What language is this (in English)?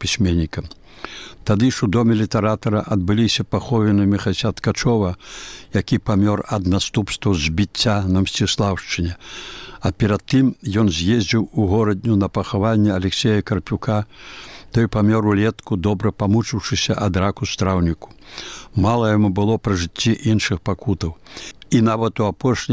Belarusian